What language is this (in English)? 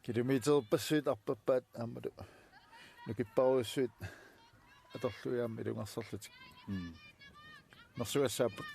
Kalaallisut